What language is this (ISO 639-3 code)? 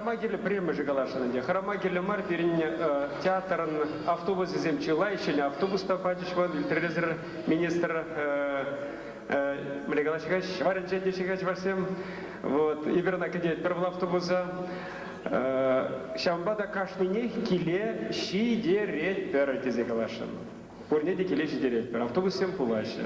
chv